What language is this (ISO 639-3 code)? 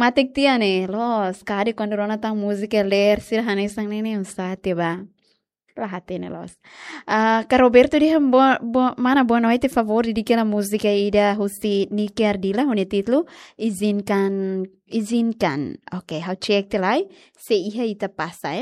tet